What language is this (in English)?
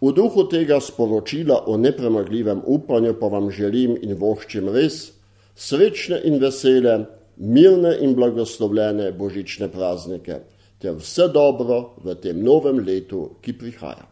Slovenian